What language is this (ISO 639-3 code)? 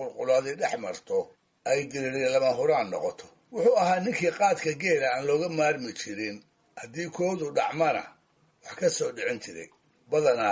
som